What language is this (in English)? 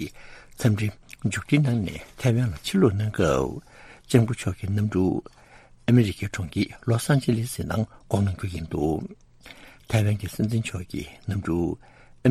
Tibetan